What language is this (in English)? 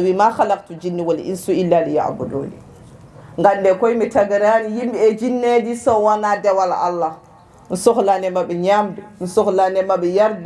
Fula